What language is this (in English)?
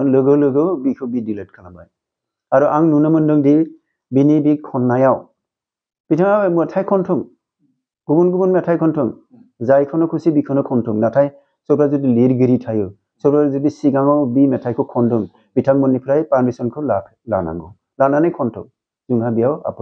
Bodo